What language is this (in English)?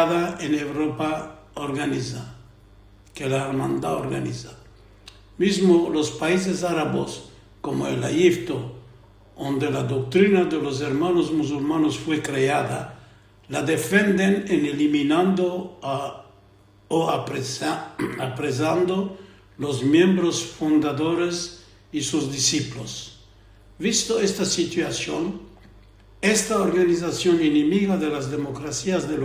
Ladino